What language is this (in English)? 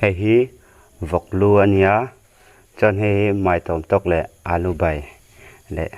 Mizo